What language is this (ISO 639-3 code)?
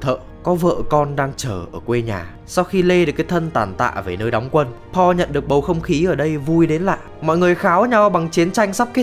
vie